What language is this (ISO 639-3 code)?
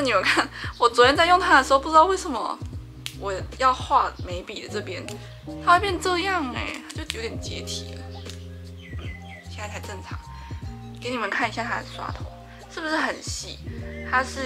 zho